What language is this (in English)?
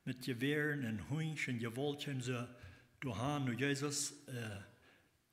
Plautdietsch